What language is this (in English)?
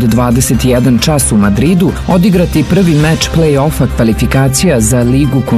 Serbian